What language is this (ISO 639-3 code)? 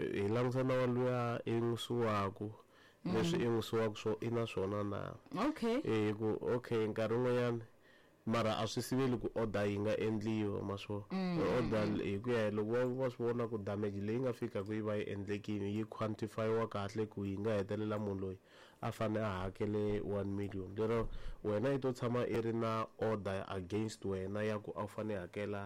tso